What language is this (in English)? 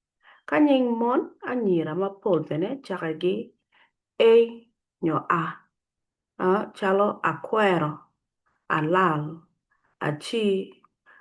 Acoli